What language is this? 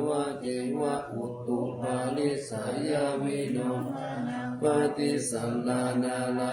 Pali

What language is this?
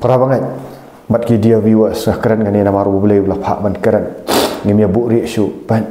Khasi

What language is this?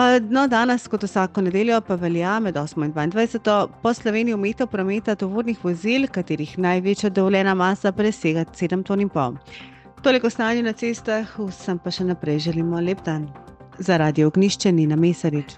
Slovenian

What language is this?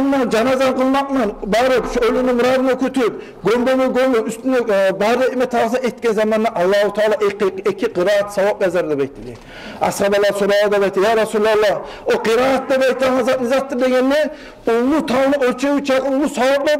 Kumyk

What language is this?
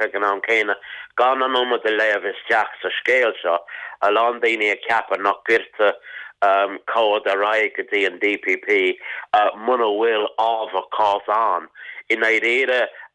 Irish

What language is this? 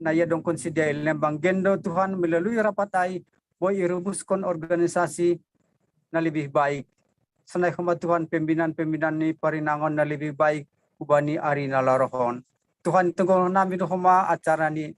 Batak Simalungun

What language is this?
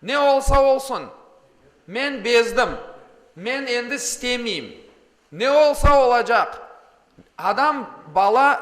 Crimean Tatar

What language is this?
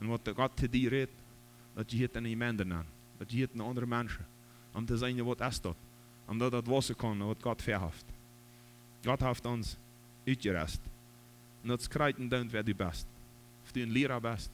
Plautdietsch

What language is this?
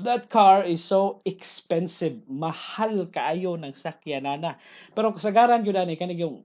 Cebuano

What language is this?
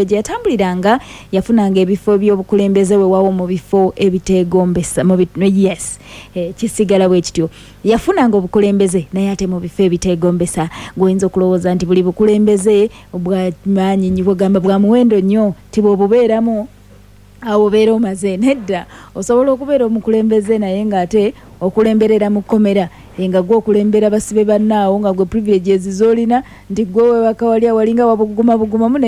Ganda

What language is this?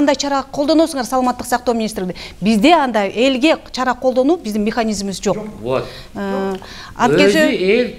Kyrgyz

